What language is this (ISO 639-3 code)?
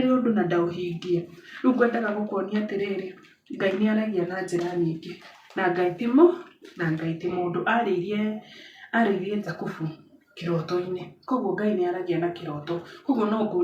kik